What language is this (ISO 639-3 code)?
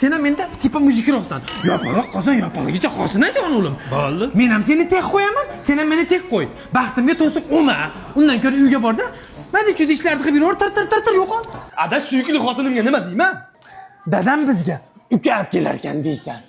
uzb